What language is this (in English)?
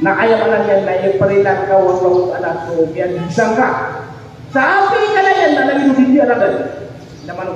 Maranao